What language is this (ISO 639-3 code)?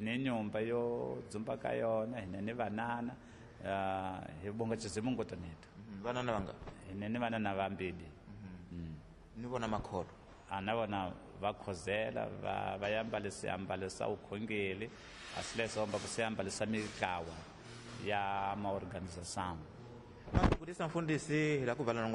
tso